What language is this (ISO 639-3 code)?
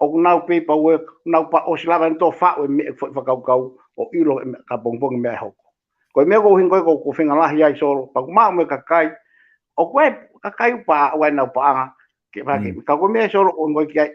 ton